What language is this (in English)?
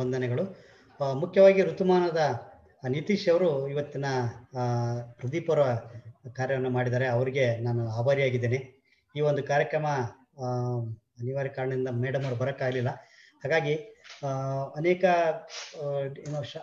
Kannada